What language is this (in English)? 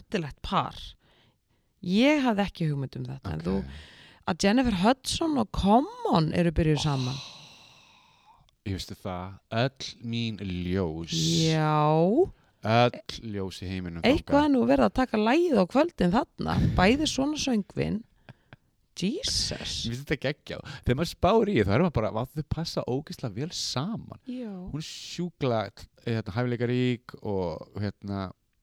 Icelandic